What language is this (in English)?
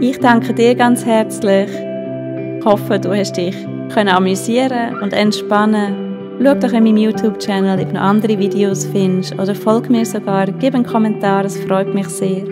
Swiss German